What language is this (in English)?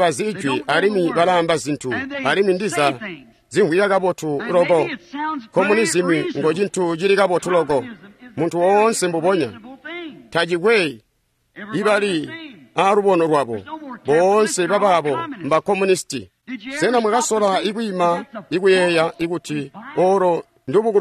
Tonga (Zambia)